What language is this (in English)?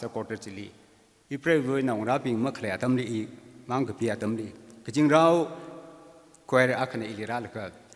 Tangkhul Naga (India)